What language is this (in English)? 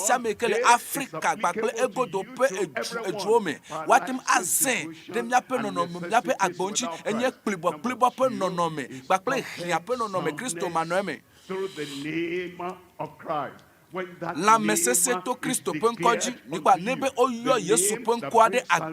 Ewe